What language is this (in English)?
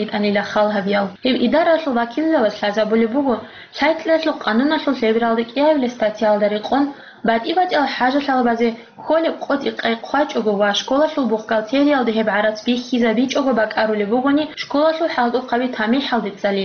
Avaric